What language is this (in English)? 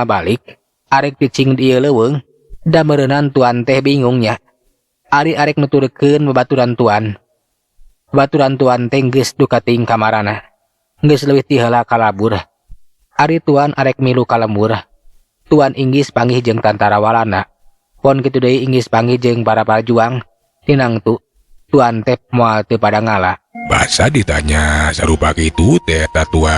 Sundanese